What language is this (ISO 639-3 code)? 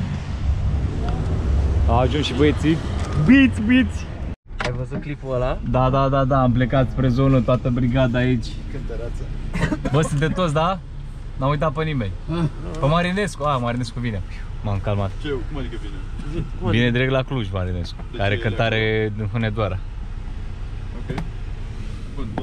ron